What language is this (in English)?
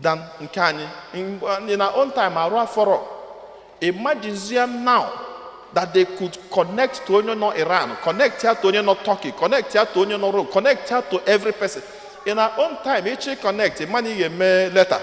Igbo